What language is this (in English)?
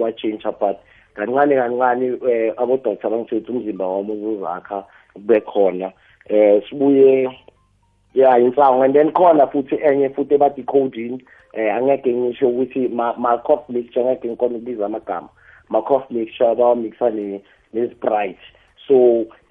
South Ndebele